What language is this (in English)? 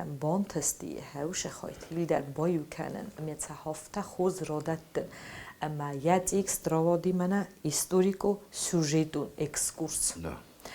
Ossetic